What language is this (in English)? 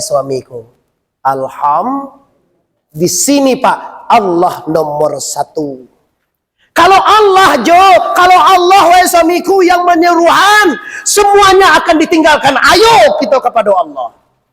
Minangkabau